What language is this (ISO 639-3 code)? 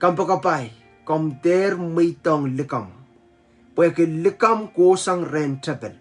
pon